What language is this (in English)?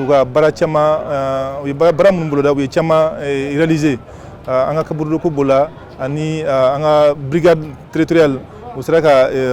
Bambara